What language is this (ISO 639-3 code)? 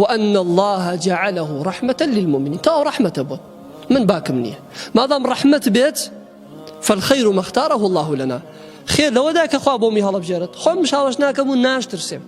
ckb